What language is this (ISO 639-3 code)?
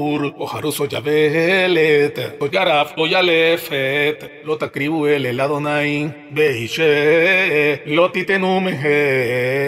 heb